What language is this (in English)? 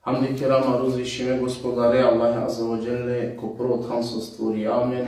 Balkan Romani